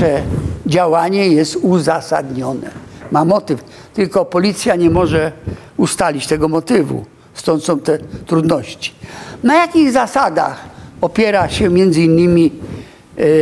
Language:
Polish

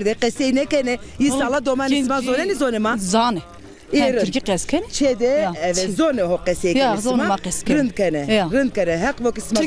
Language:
Zaza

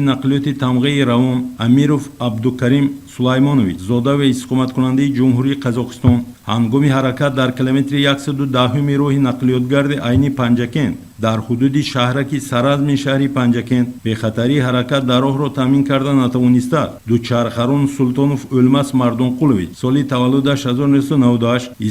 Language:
Tajik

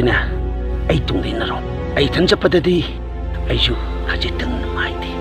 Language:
Manipuri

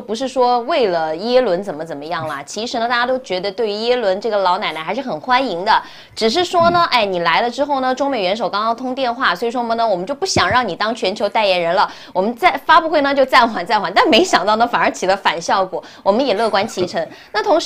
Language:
Chinese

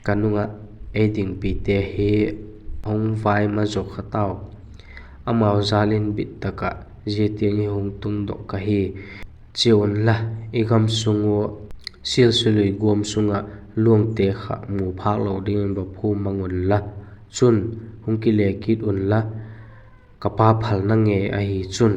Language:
Vaiphei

